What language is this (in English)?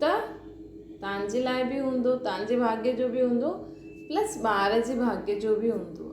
Sindhi